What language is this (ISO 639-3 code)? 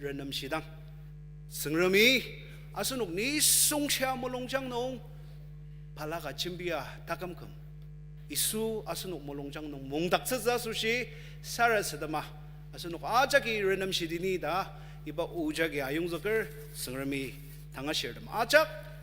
njo